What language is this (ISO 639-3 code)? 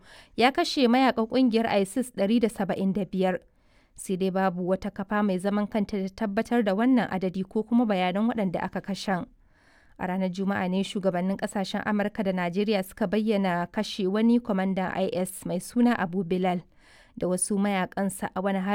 hau